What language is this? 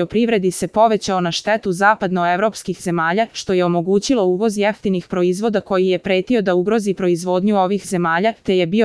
Serbian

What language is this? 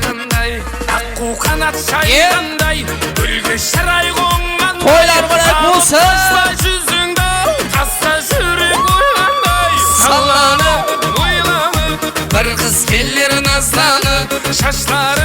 Kara-Kalpak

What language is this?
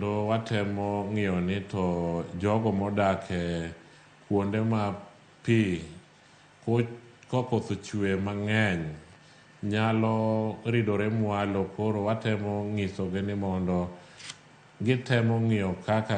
Luo (Kenya and Tanzania)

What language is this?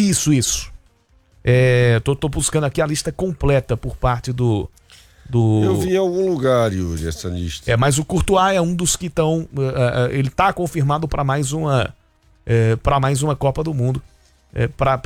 Portuguese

